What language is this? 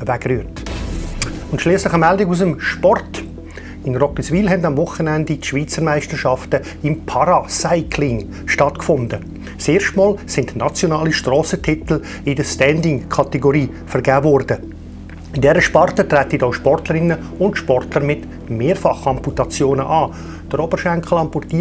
Swiss German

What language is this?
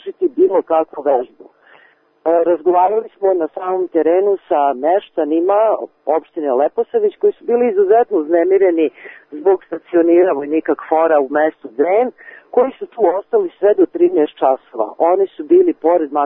Serbian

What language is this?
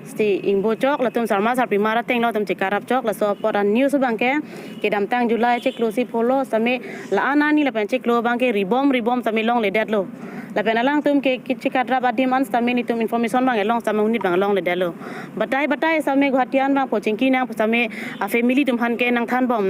Karbi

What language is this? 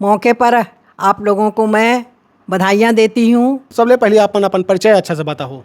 Chhattisgarhi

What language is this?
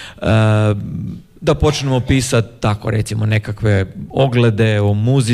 Croatian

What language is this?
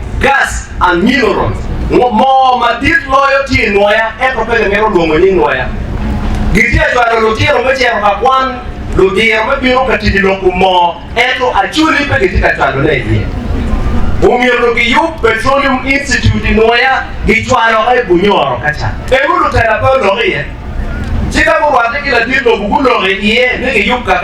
Acoli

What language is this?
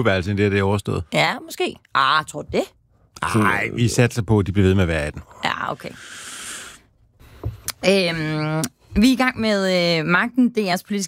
Danish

